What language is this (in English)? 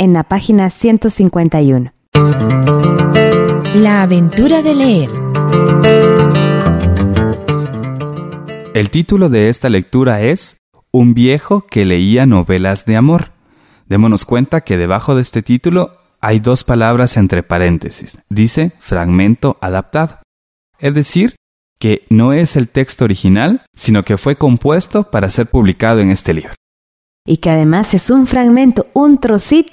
Spanish